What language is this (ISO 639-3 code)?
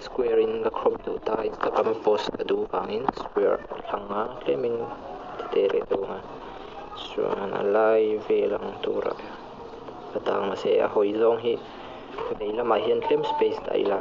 lus